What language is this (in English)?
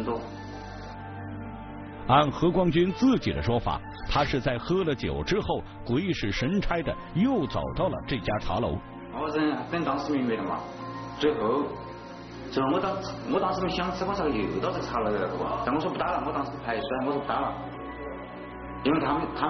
Chinese